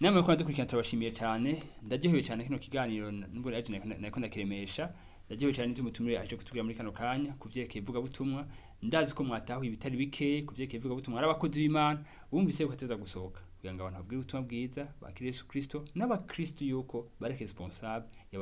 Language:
Rundi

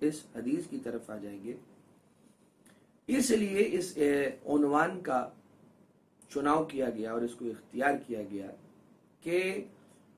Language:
Urdu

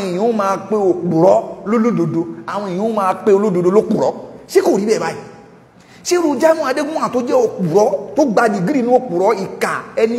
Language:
Yoruba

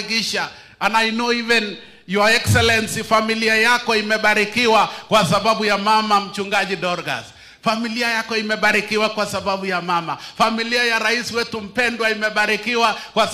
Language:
Swahili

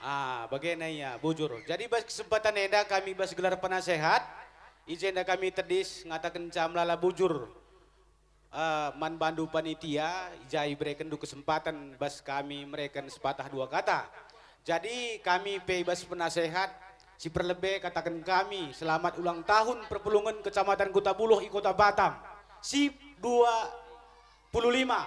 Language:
Batak Karo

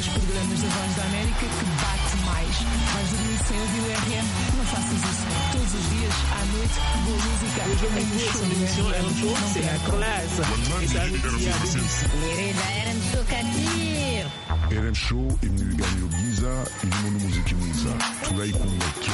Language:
French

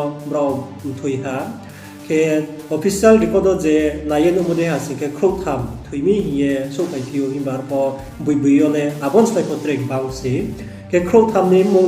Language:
Riang (India)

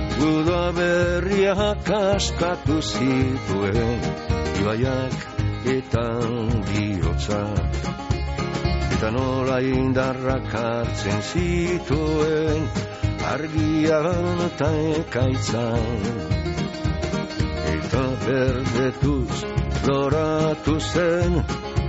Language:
Basque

